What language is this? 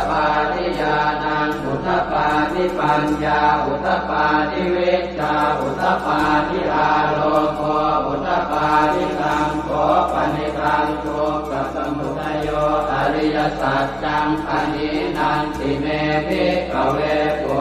Pali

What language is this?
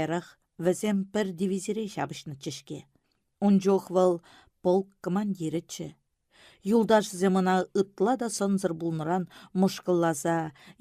Chuvash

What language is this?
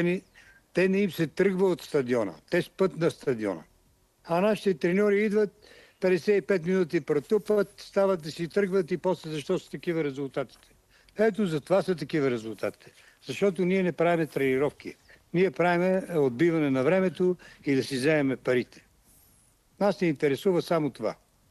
Bulgarian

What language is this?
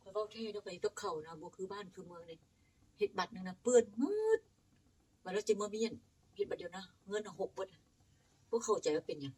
Northeastern Thai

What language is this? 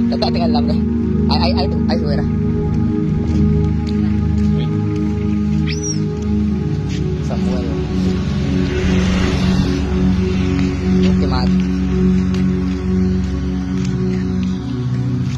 Malay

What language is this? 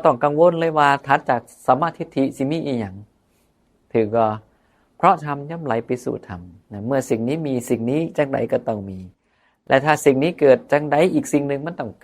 Northeastern Thai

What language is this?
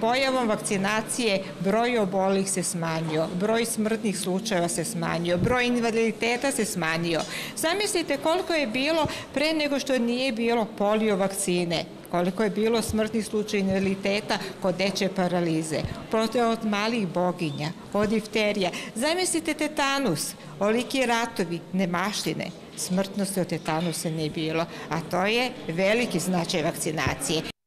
Serbian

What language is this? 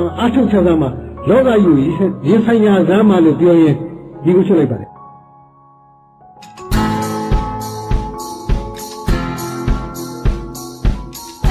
Burmese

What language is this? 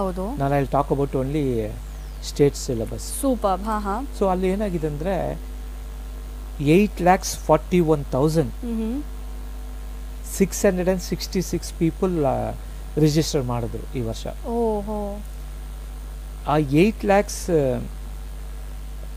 Kannada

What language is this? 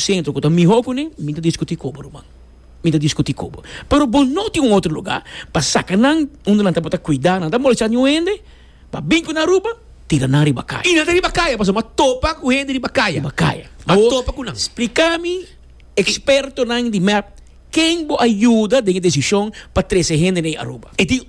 Papiamento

